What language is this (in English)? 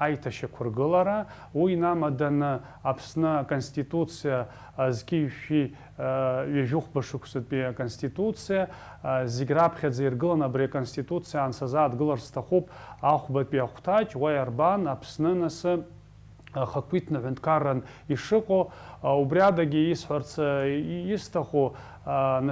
Abkhazian